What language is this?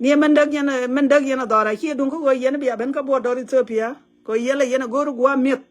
Nuer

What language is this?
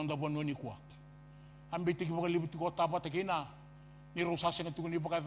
Fijian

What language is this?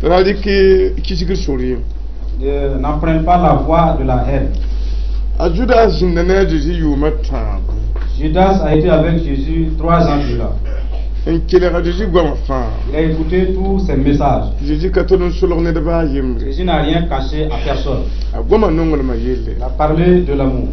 Mossi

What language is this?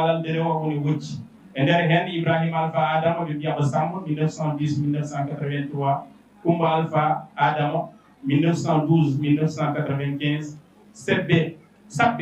Fula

